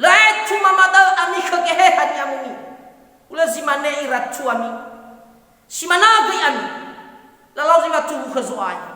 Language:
Nias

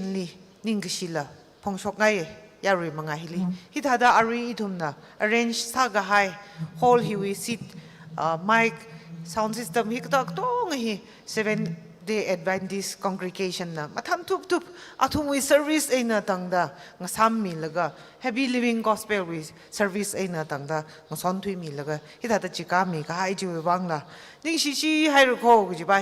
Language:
Tangkhul Naga (India)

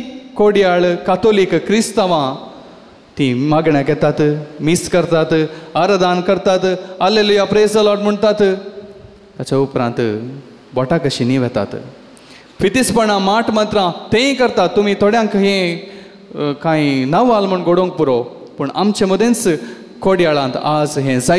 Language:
Konkani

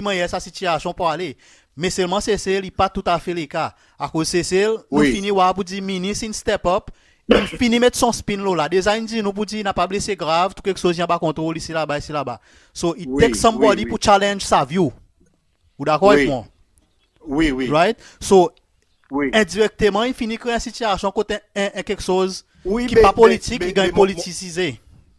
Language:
Seselwa Creole French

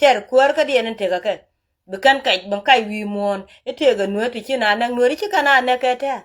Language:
Nuer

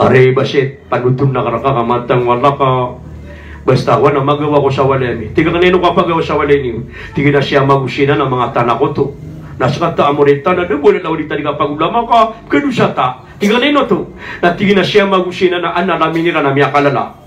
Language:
Maranao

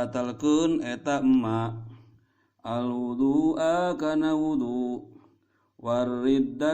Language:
Sundanese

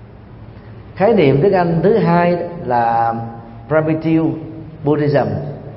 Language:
Vietnamese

